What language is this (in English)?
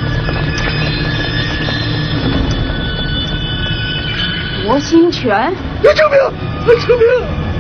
Chinese